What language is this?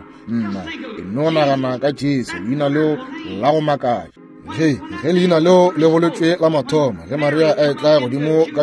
Northern Sotho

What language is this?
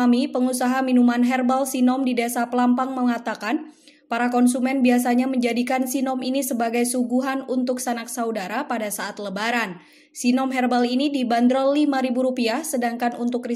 Indonesian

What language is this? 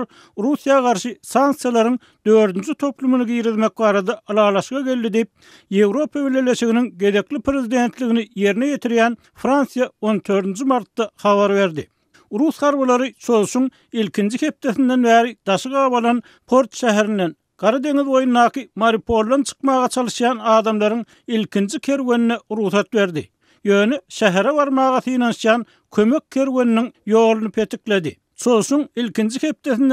Turkmen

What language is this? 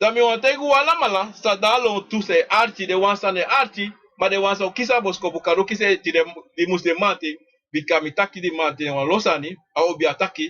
Sranan Tongo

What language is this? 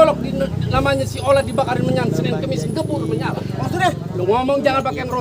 Betawi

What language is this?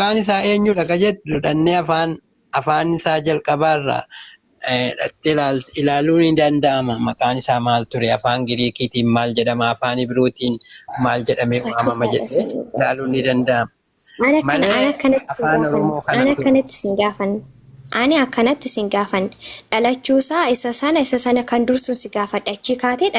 Oromo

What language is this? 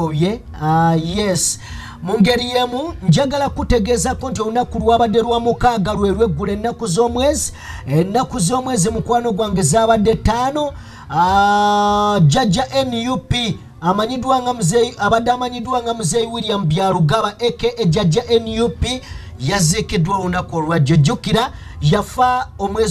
Ganda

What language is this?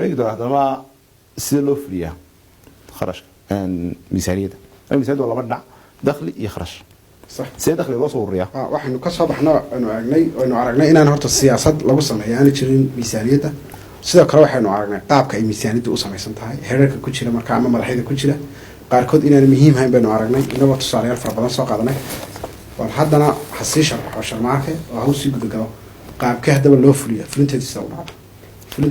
Somali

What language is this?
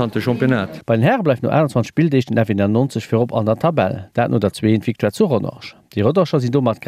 Luxembourgish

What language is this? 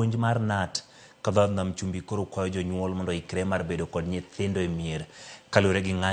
Luo (Kenya and Tanzania)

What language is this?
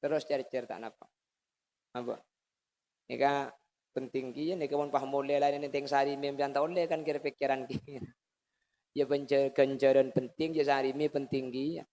Madurese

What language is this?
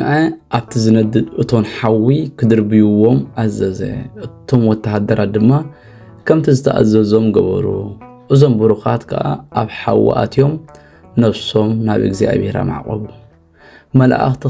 Tigrinya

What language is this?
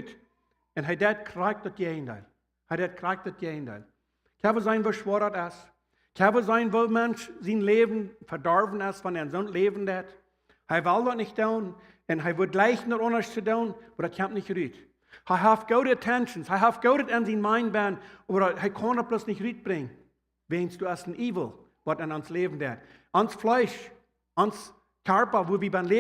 Plautdietsch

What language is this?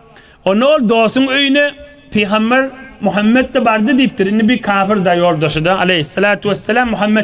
Turkmen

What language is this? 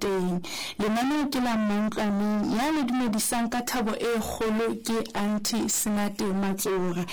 Southern Sotho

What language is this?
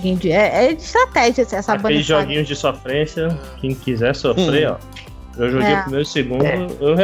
Portuguese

